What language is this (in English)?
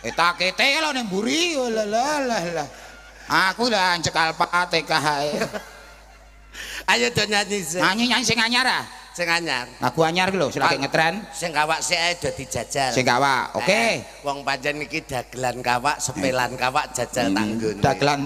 Javanese